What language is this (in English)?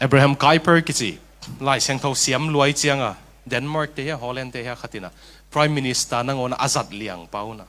Tedim Chin